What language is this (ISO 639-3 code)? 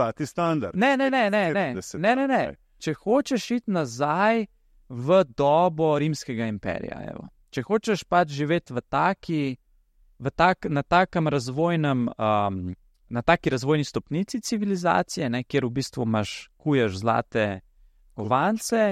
slv